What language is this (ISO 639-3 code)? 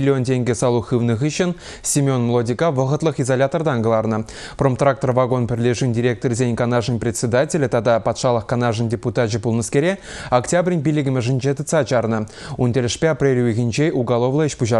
chv